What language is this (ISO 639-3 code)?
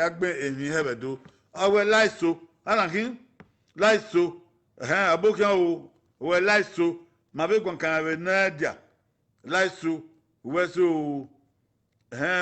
bin